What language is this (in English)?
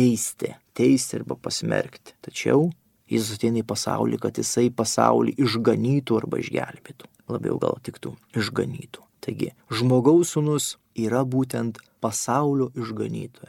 Lithuanian